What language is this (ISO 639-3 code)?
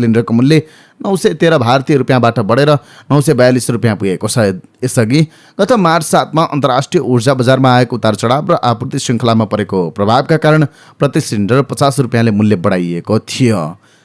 nep